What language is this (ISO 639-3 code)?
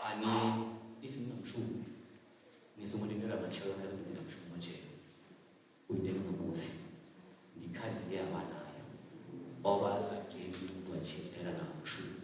ven